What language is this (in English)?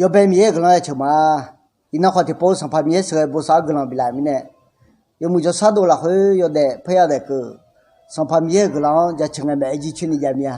Akha